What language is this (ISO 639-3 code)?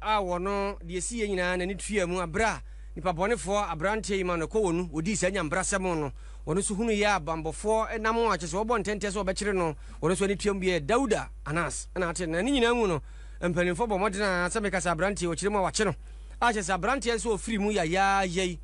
aka